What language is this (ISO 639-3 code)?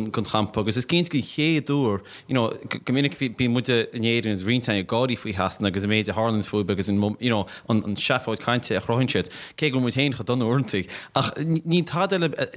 gle